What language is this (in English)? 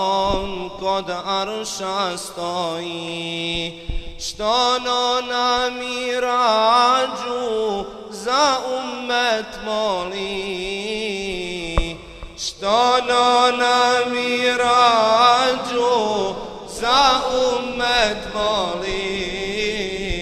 Bosnian